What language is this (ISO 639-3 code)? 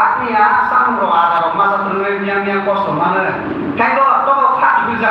trp